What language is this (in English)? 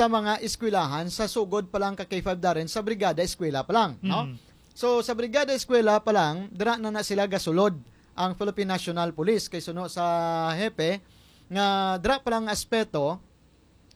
Hiligaynon